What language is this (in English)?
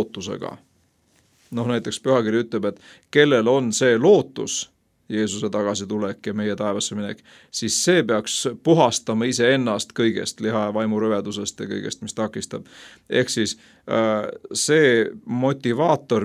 Estonian